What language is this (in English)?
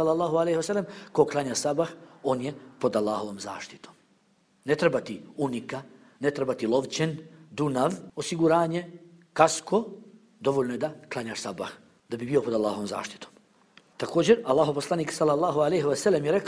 Bosnian